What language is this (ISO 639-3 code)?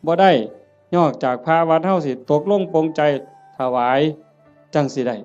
tts